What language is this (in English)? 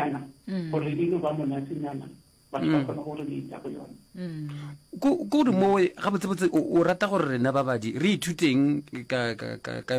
Northern Sotho